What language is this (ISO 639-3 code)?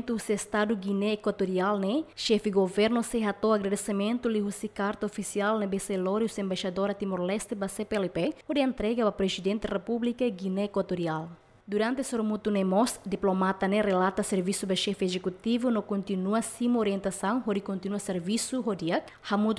tet